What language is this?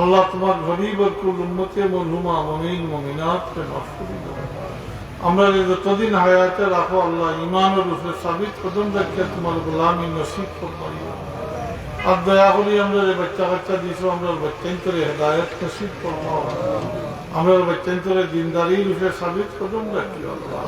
Sylheti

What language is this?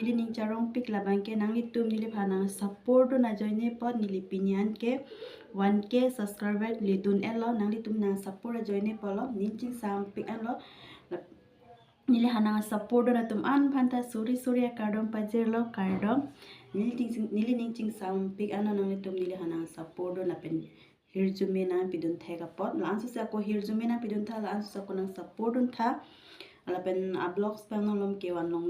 Karbi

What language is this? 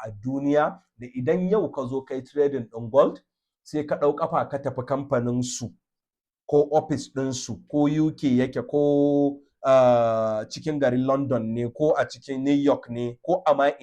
Hausa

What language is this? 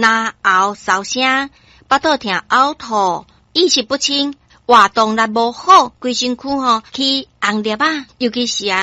Min Nan Chinese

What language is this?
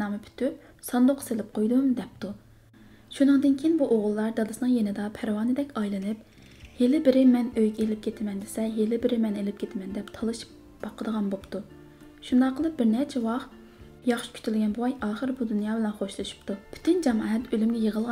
Uyghur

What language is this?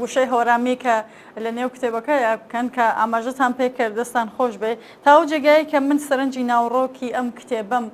Central Kurdish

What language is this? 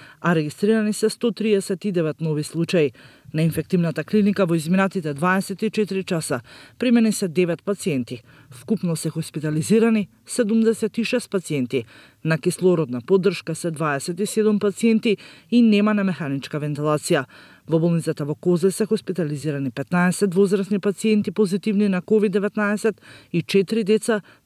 Macedonian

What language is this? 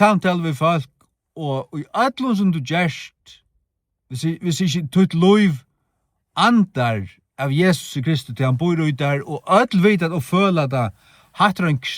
Faroese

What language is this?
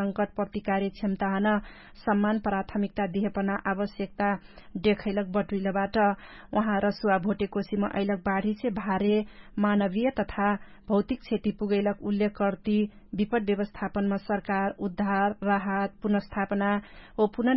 Dangaura Tharu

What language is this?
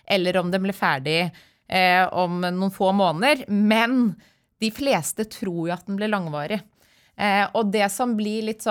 Norwegian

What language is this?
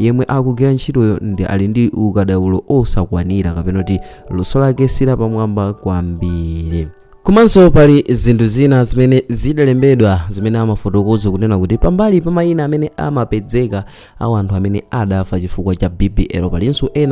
Nyanja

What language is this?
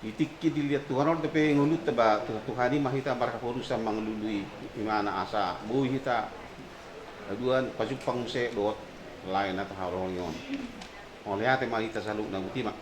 Batak Toba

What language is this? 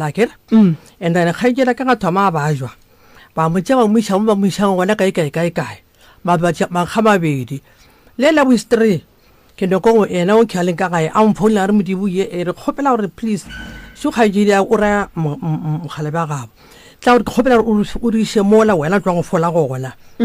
Northern Sotho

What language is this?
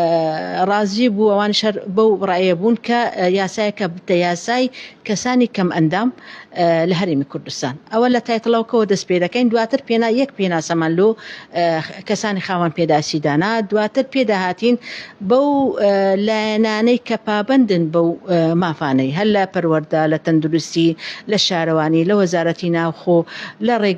Central Kurdish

